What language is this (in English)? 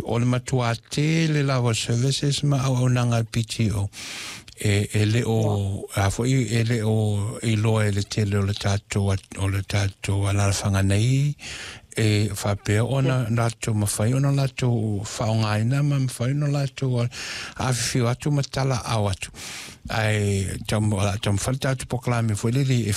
Samoan